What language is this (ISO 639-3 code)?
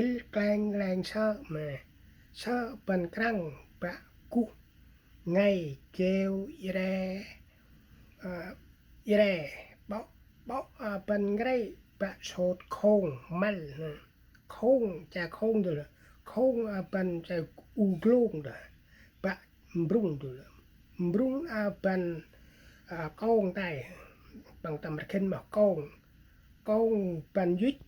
cmo